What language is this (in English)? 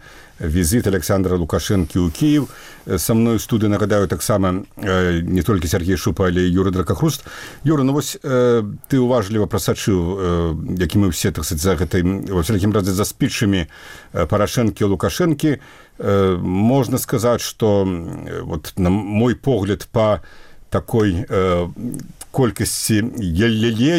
Belarusian